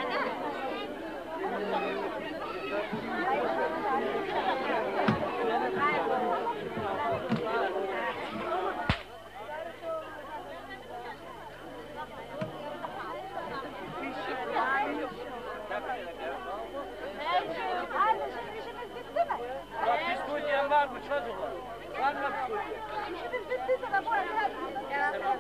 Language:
Turkish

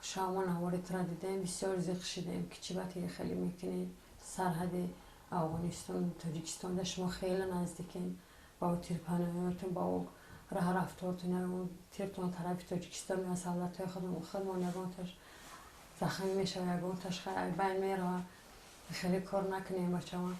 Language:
Tajik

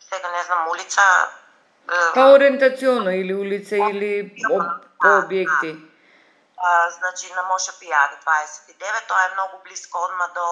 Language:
Macedonian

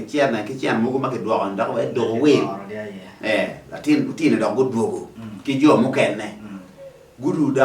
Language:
Acoli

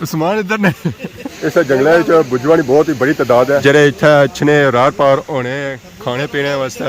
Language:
Pahari-Potwari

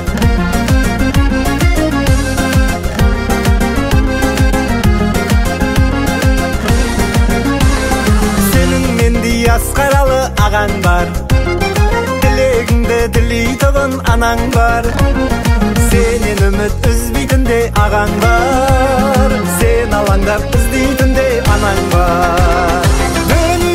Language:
Kazakh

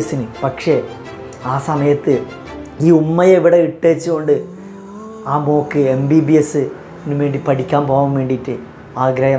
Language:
Malayalam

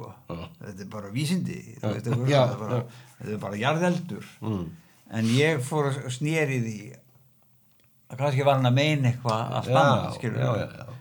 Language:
Icelandic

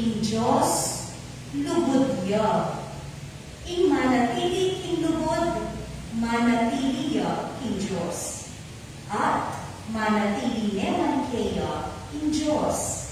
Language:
Pampanga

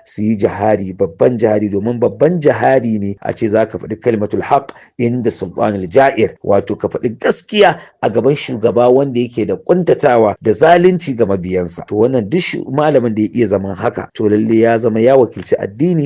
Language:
Hausa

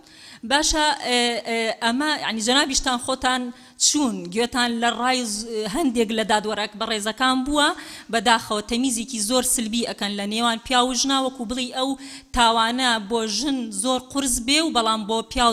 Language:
Central Kurdish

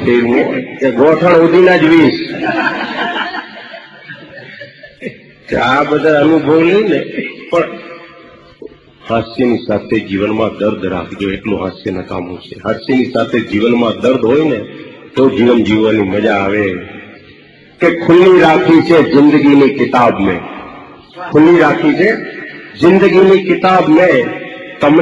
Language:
Gujarati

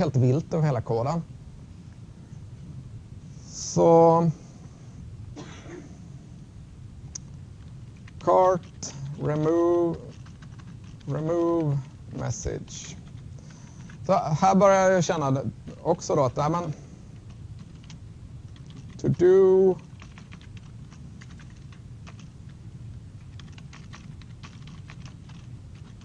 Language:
Swedish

